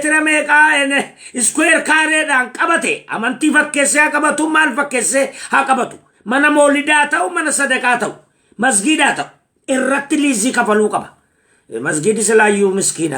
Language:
Oromo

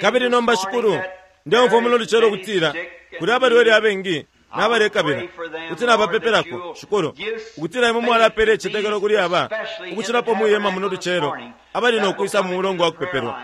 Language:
Bemba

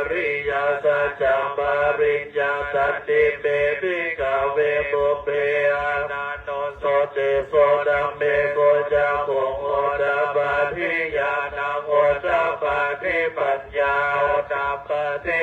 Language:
Pali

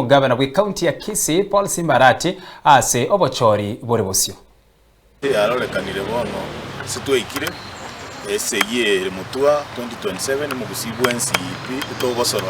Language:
Gusii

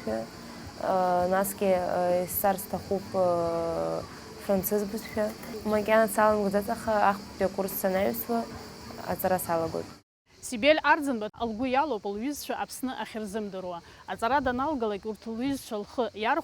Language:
Abkhazian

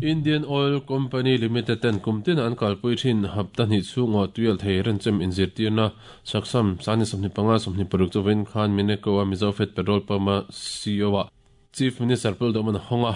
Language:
Mizo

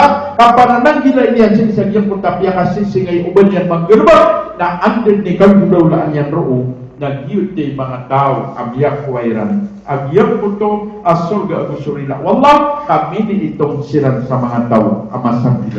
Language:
Maranao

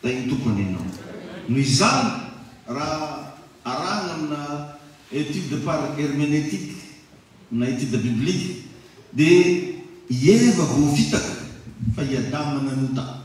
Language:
Malagasy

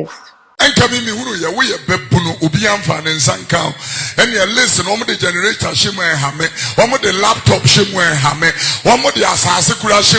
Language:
Nigerian Pidgin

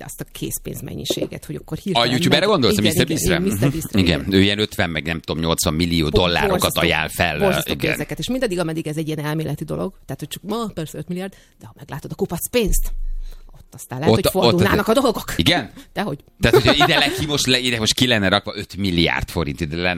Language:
Hungarian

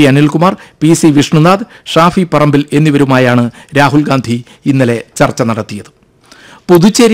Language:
Malayalam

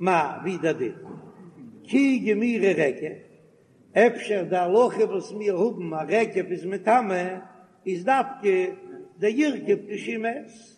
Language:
Yiddish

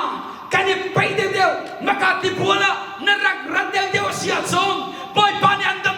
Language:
Hakha Chin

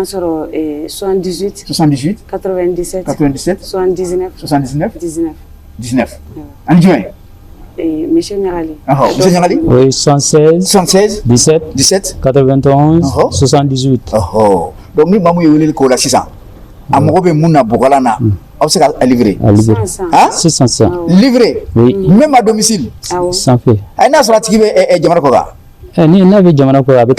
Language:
Bambara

